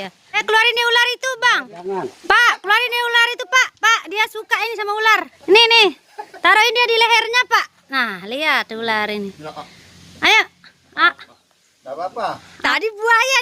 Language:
Sasak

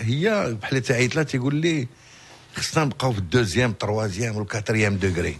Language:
Moroccan Arabic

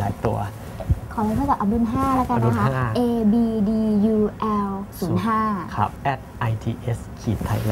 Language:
Thai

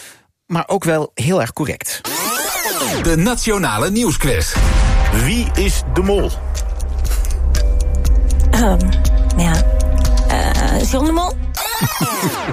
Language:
Dutch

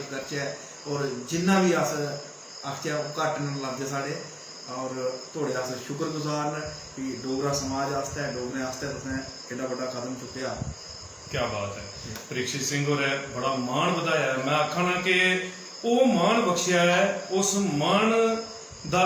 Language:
Dogri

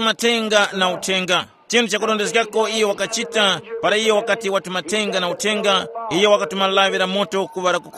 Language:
Tumbuka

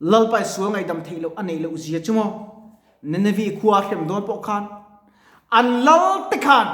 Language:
Mizo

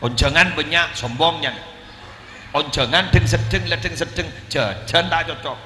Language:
Madurese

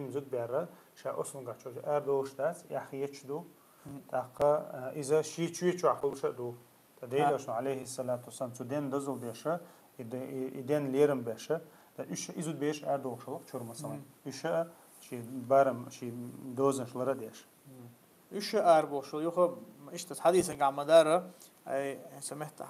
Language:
Chechen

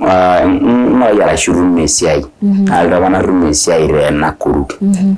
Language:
Masai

